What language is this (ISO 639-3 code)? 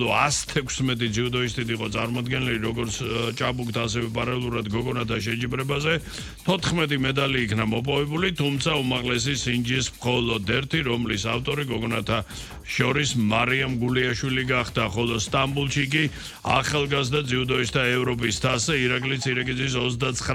kat